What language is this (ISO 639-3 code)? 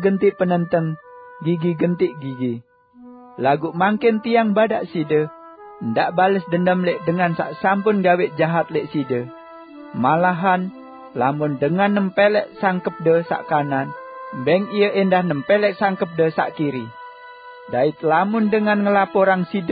sas